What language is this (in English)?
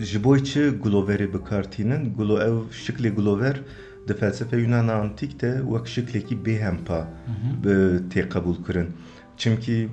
Kurdish